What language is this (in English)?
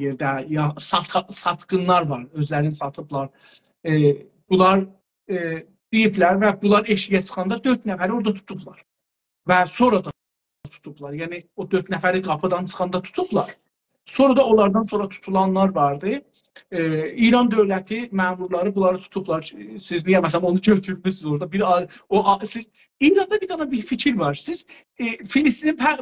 South Azerbaijani